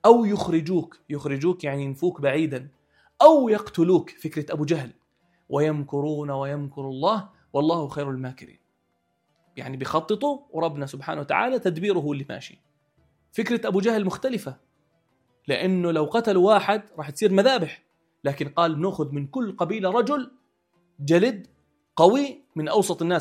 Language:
North Levantine Arabic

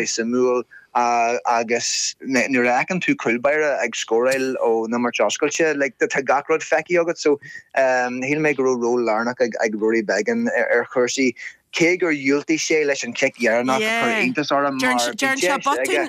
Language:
Irish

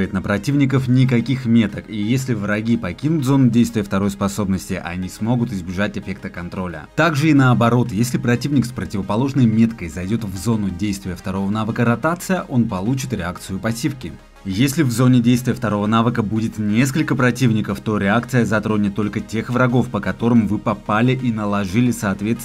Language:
Russian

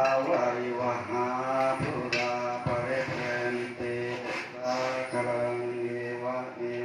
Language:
Pali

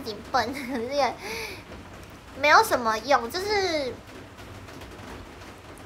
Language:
Chinese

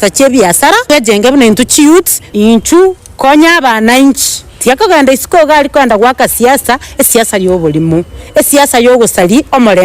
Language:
Gusii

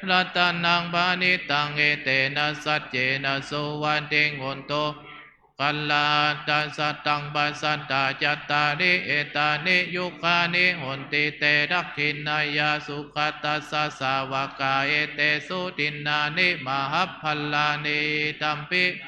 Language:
Pali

